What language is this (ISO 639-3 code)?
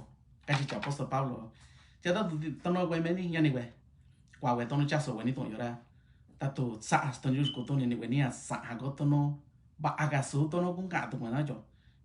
mix